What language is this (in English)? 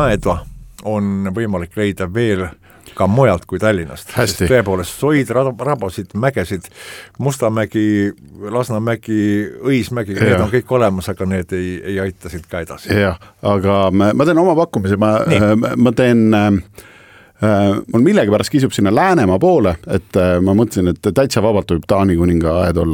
Estonian